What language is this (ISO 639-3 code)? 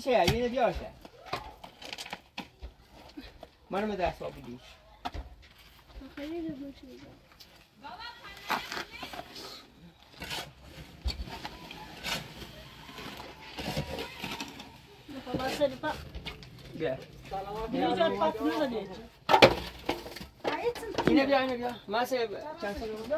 fas